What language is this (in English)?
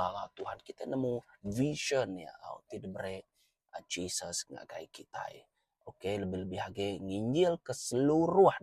Iban